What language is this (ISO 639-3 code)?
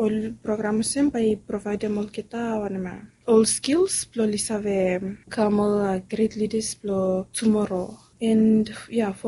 bis